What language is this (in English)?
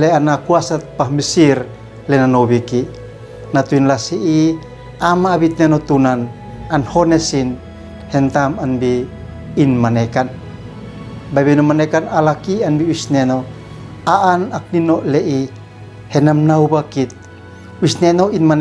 Uab Meto